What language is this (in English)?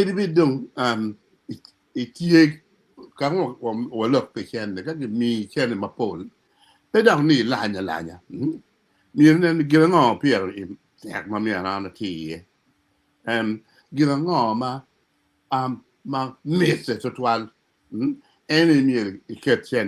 Acoli